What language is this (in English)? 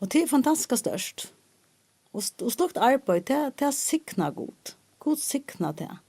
Faroese